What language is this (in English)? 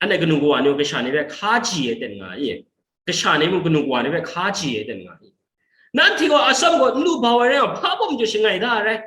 Kachin